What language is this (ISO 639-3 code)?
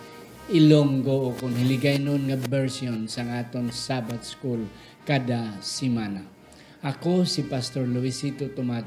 hil